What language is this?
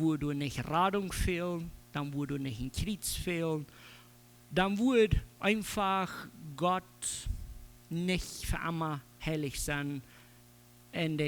Plautdietsch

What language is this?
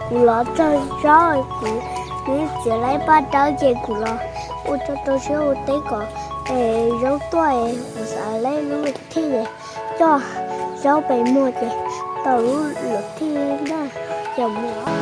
Hmong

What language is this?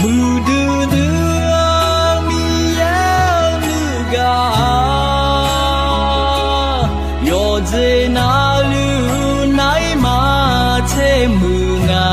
Akha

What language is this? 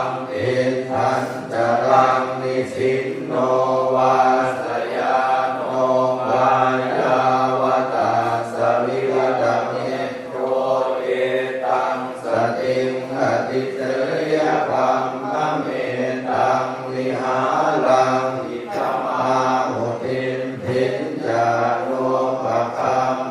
Pali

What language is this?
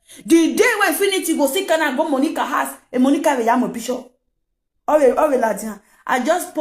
Nigerian Pidgin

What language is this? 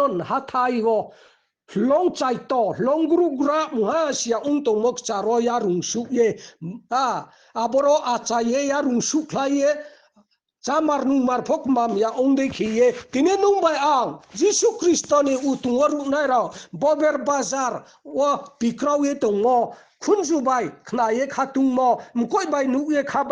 Riang (India)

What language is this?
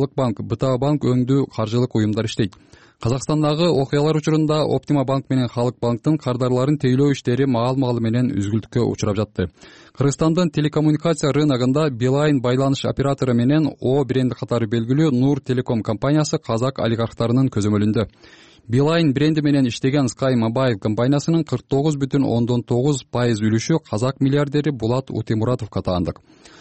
Kyrgyz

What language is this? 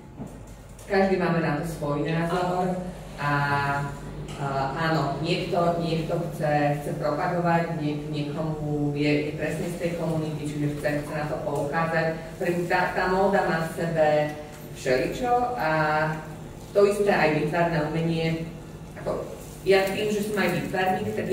Slovak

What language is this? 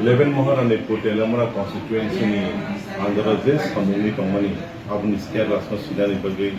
Kok Borok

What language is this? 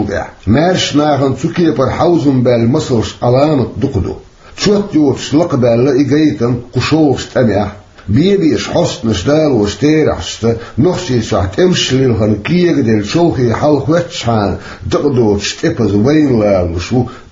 Chechen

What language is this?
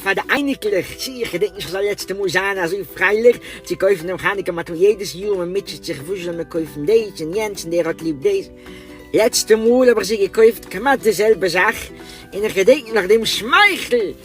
Yiddish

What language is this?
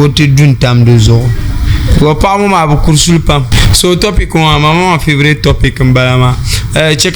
Dagbani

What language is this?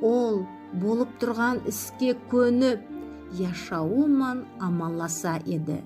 Nogai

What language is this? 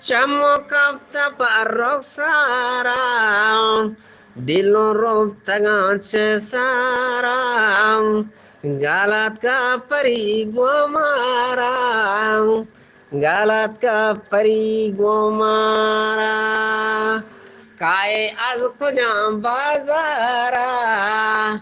Eastern Balochi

